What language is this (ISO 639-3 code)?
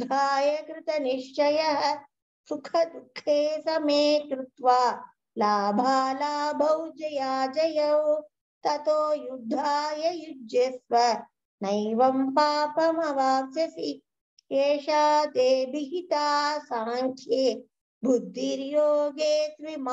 san